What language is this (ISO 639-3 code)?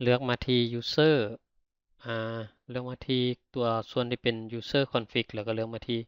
lao